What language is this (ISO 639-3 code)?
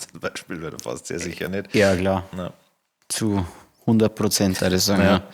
bar